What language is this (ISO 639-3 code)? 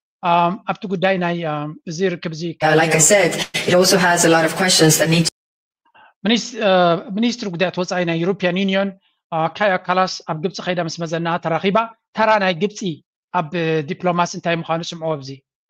tir